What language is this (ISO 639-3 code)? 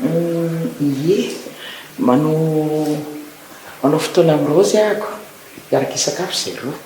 mlg